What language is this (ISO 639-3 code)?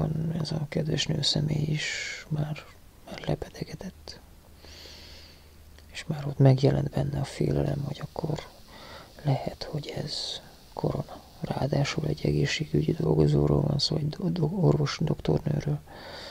hun